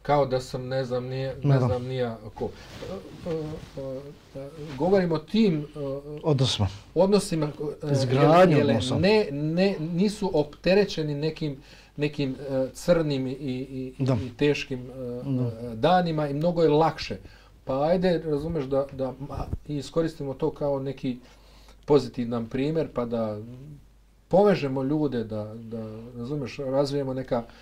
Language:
Bosnian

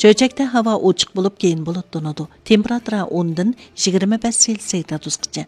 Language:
Uyghur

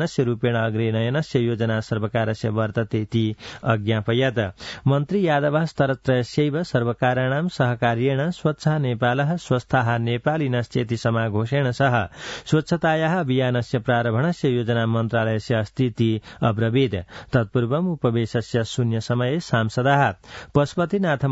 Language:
Sanskrit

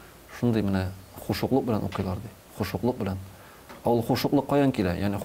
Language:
Tatar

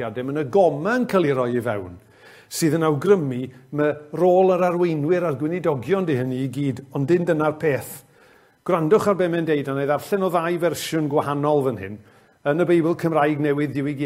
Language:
Welsh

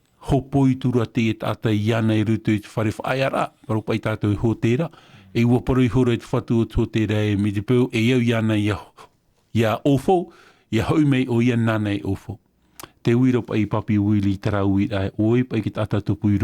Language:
Tahitian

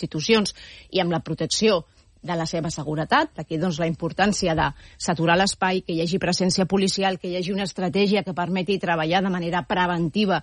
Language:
Catalan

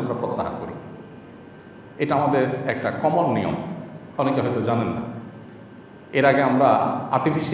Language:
Bangla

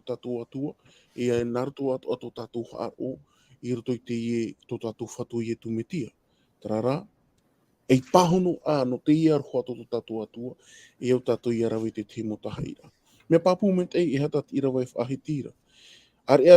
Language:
Tahitian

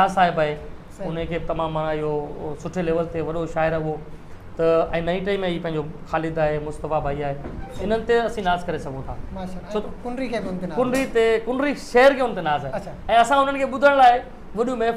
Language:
Sindhi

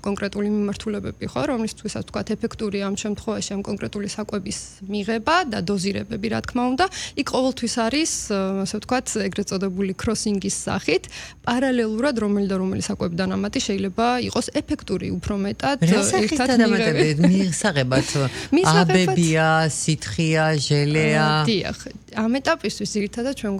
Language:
Georgian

